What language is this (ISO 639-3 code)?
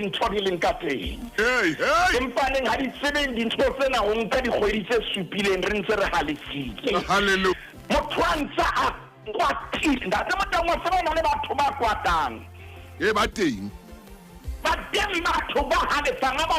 sot